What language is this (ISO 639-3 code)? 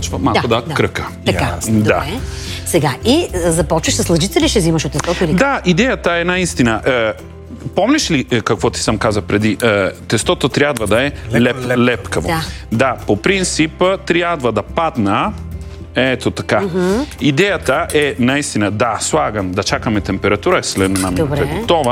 bul